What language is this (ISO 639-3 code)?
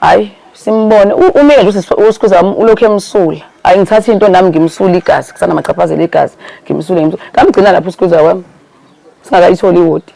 zul